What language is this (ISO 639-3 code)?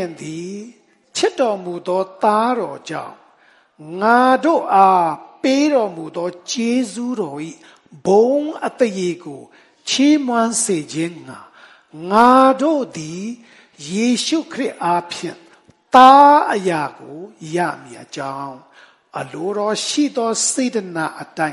mya